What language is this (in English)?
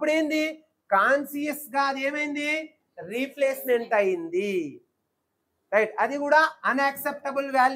Telugu